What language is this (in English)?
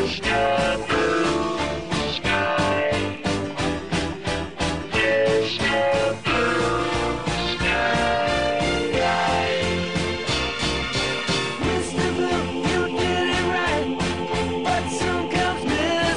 English